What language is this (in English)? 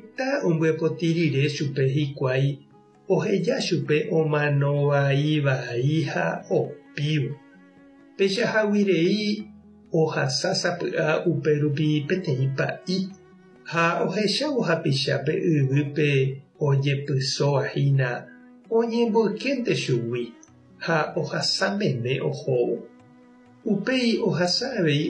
Guarani